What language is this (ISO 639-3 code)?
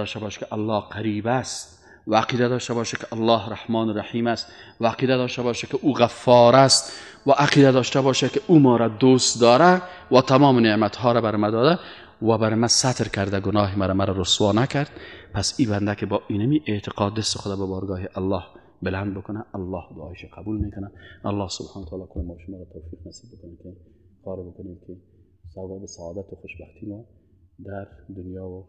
fas